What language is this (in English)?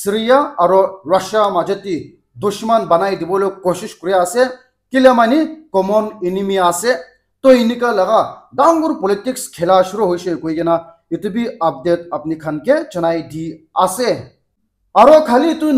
Naga Pidgin